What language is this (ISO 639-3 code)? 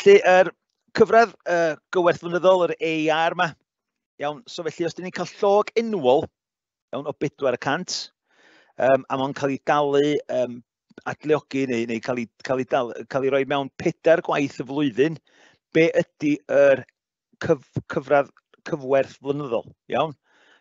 cym